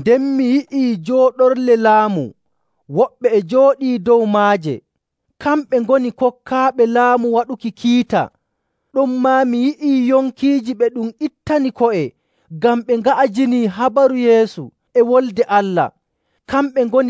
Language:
Nigerian Fulfulde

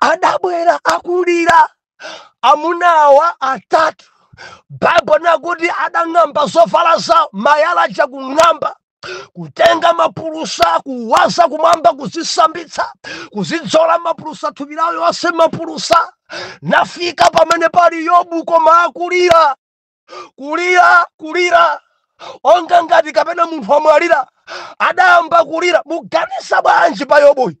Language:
Nyanja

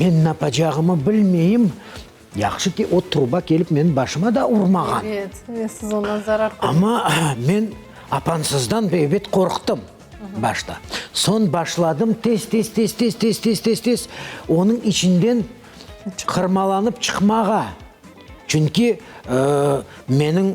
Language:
Crimean Tatar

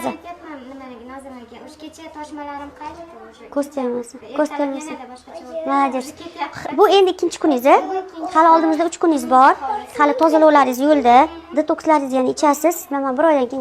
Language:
Uzbek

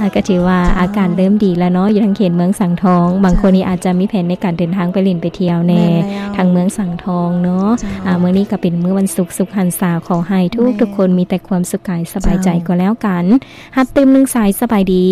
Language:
Lao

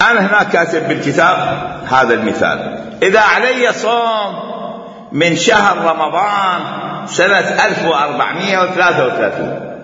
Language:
Mesopotamian Arabic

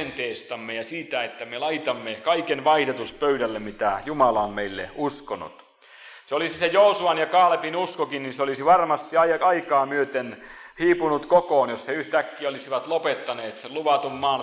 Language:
Finnish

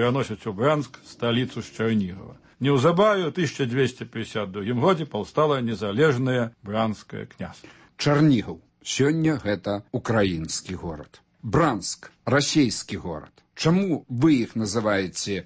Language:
Belarusian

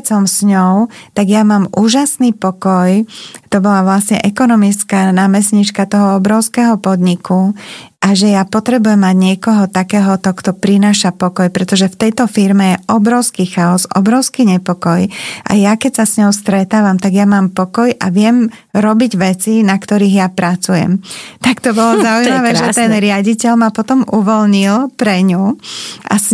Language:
Slovak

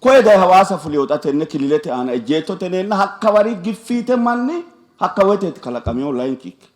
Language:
Sidamo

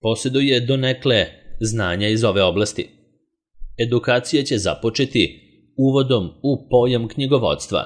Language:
Serbian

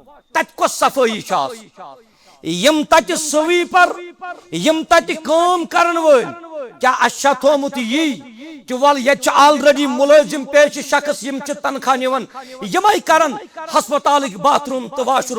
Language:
Kashmiri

